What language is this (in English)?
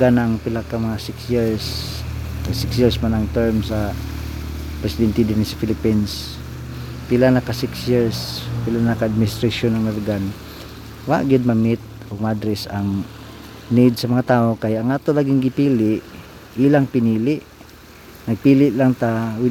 Cebuano